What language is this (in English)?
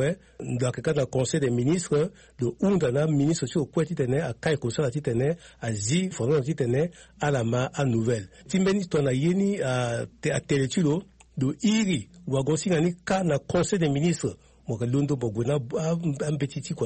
Sango